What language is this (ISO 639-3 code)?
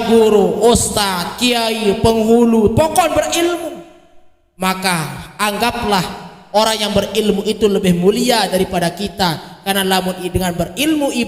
sas